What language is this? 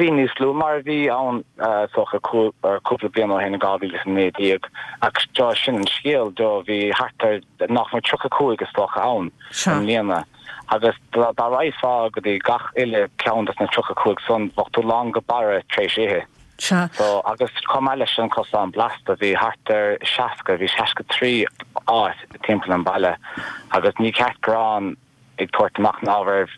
Irish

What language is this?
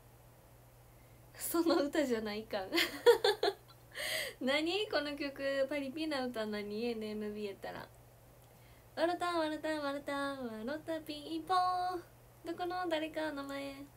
Japanese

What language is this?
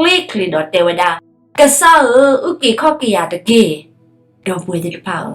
S'gaw Karen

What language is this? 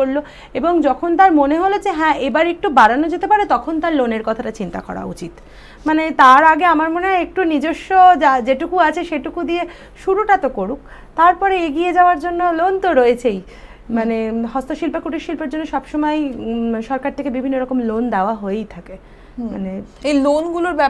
Bangla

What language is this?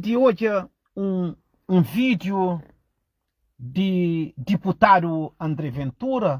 Kabuverdianu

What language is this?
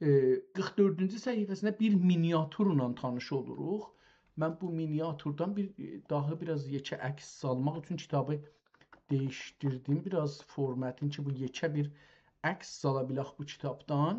South Azerbaijani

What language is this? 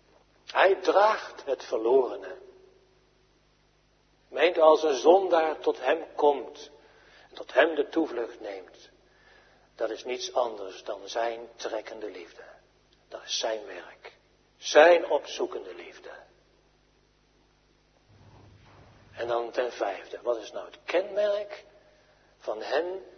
Dutch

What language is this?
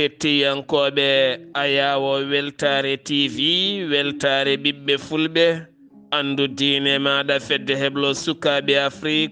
Fula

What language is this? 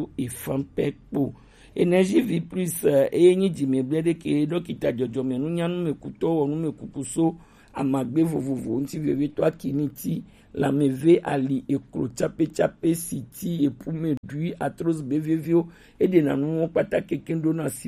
Gen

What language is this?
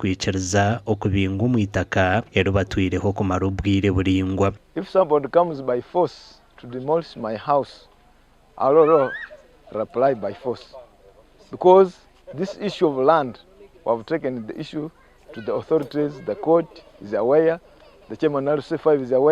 Nyankole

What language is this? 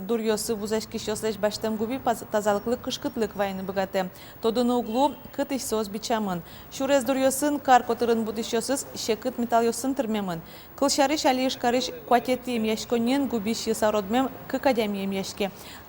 Udmurt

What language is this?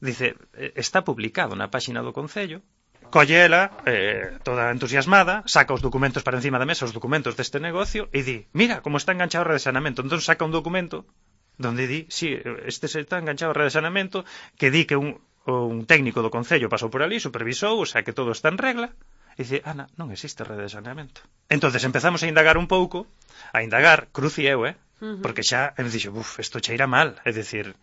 Galician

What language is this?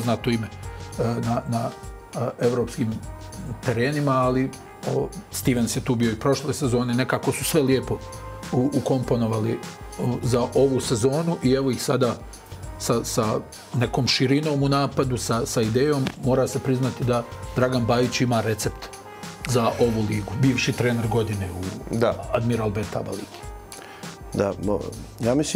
Bosnian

